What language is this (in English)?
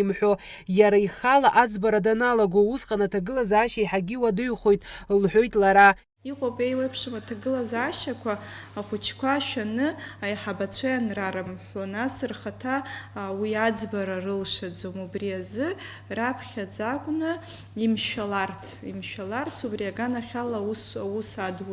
Abkhazian